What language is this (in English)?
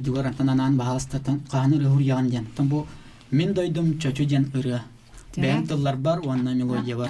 Yakut